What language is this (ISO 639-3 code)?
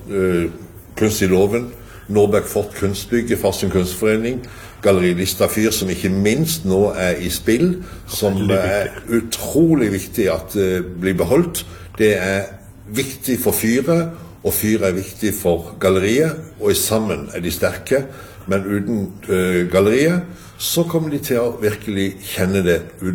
nor